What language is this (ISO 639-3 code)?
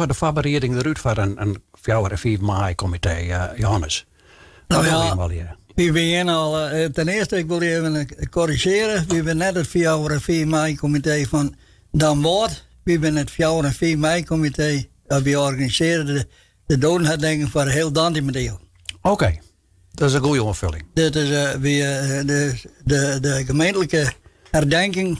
fry